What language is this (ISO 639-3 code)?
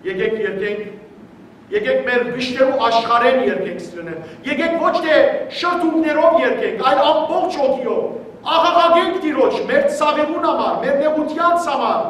hyw